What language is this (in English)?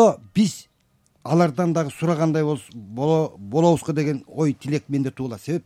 Kyrgyz